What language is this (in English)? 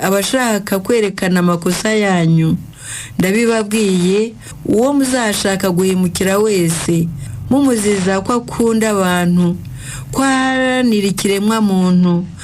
Kinyarwanda